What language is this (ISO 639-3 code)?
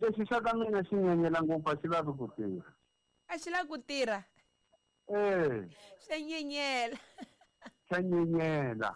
tso